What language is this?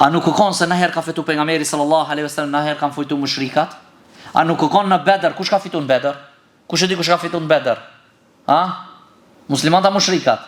Albanian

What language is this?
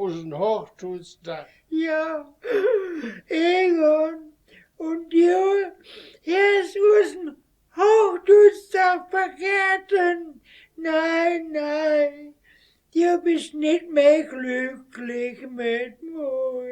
Westphalien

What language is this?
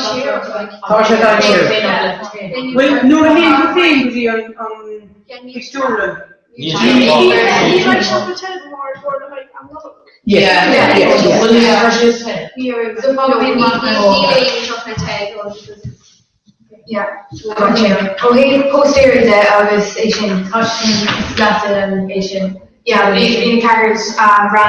Irish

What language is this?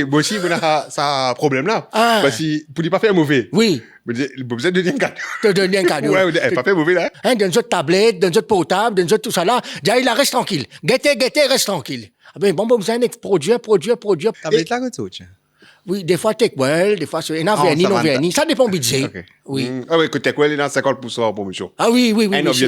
Morisyen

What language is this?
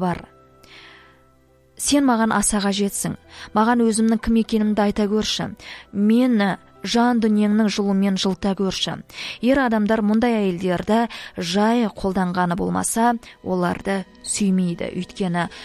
Kazakh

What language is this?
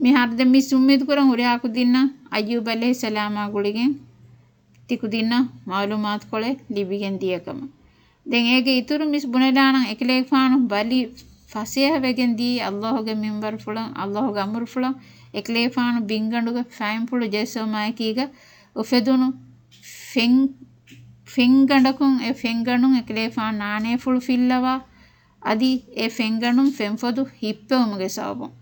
Divehi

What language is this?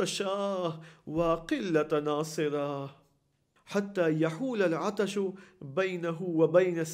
Urdu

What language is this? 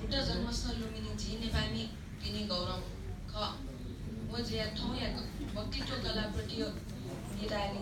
Newari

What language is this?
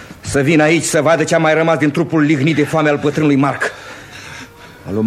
Romanian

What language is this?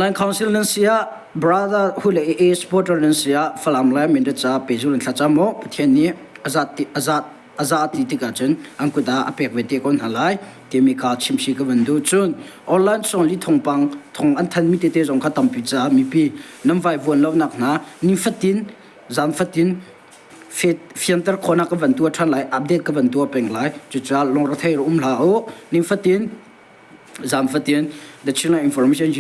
Hakha Chin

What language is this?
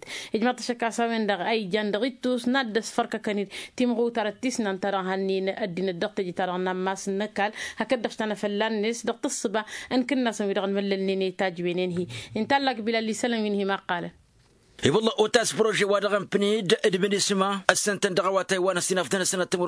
Tamasheq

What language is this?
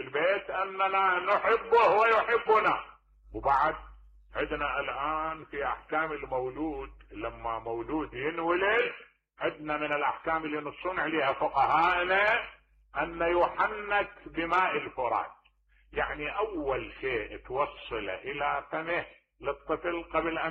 Mesopotamian Arabic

